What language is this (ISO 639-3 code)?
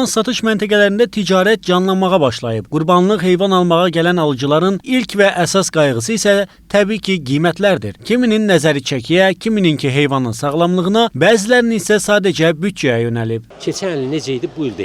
aze